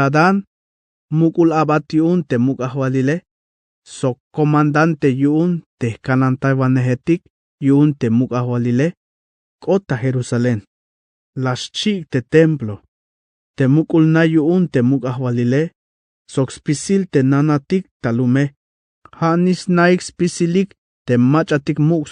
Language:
Tzeltal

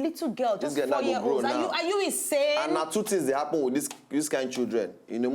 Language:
Nigerian Pidgin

